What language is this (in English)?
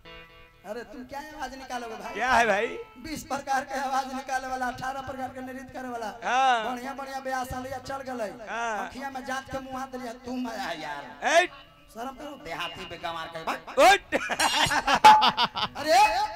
Bhojpuri